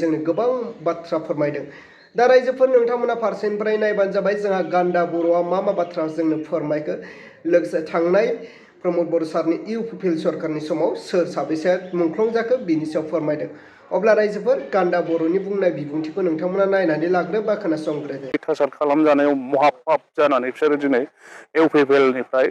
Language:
Bodo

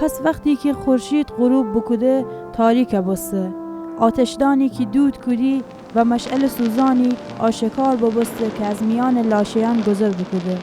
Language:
Gilaki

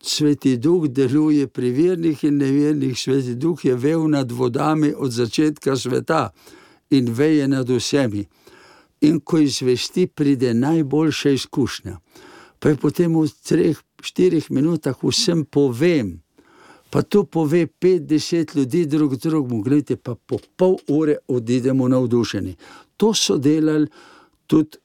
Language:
Slovenian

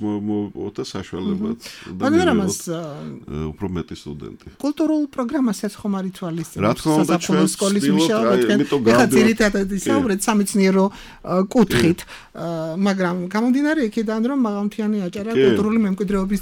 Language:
Georgian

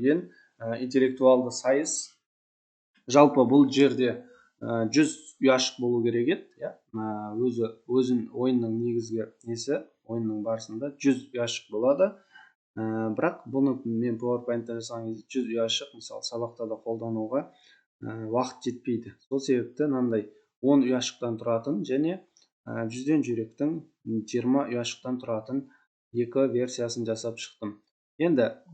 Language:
Kazakh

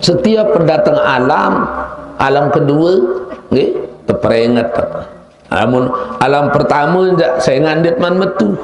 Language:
Sasak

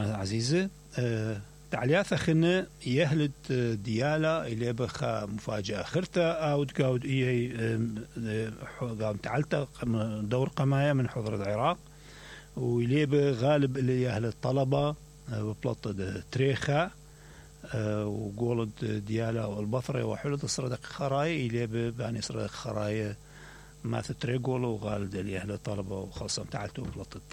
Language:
Mesopotamian Arabic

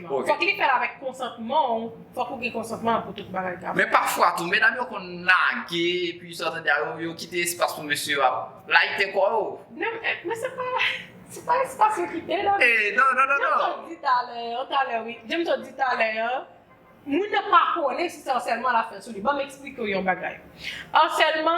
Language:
Haitian Creole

